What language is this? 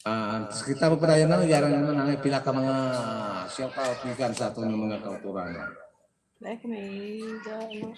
Hiligaynon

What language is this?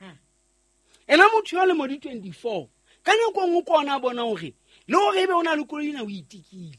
Southern Sotho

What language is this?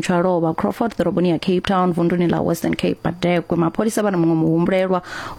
Venda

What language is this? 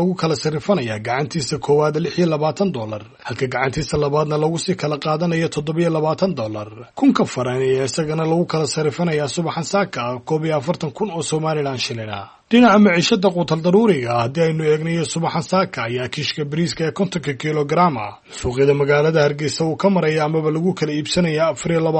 Somali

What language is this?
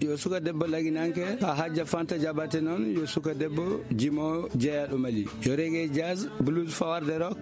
Fula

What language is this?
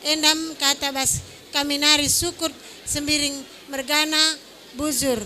Batak Karo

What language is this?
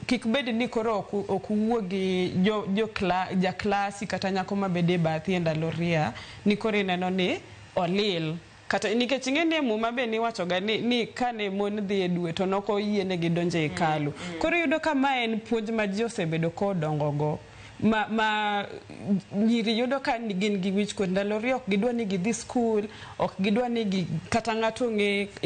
Luo (Kenya and Tanzania)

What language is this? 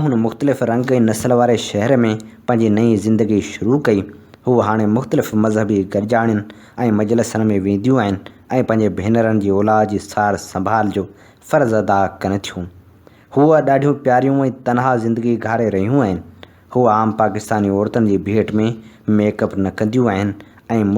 Sindhi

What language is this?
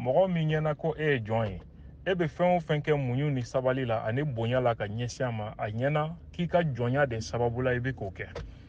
Bambara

